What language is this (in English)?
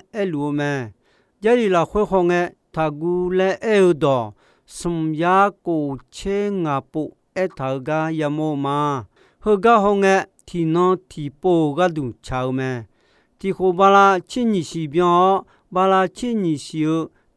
Akha